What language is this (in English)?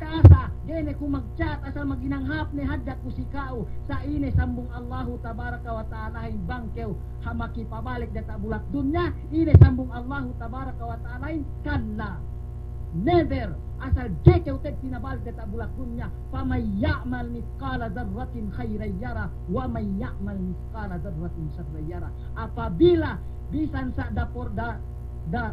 Yakan